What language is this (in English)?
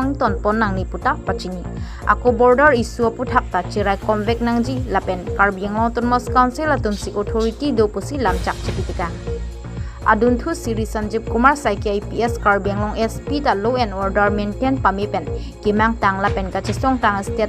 Karbi